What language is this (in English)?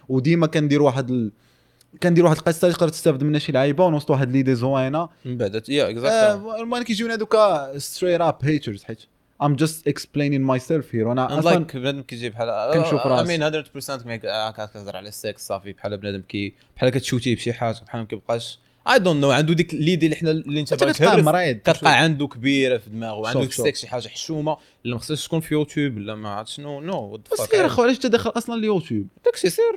Moroccan Arabic